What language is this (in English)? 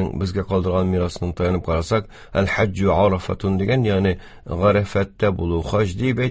Tatar